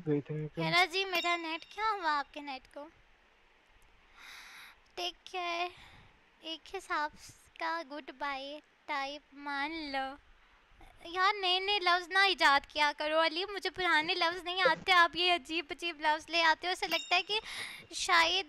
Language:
Hindi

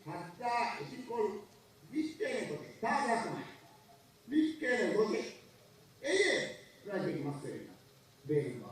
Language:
Divehi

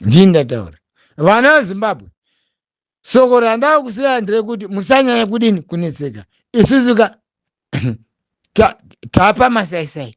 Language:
Shona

